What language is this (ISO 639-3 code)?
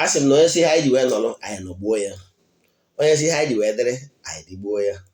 ibo